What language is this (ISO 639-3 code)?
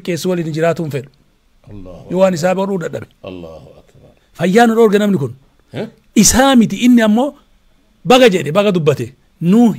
orm